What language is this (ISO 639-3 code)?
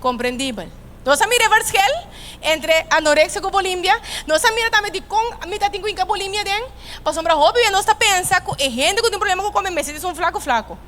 pap